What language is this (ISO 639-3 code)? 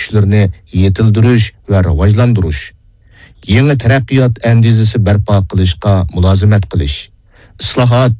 uig